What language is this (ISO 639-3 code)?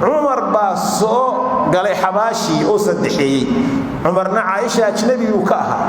som